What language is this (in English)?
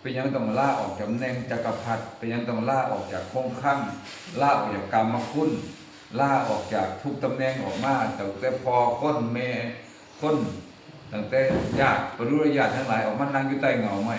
Northeastern Thai